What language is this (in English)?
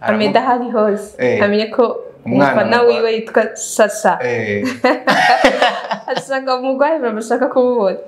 Rundi